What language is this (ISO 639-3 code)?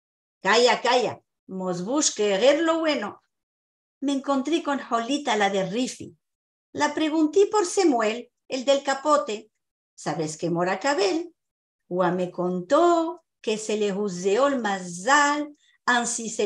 lad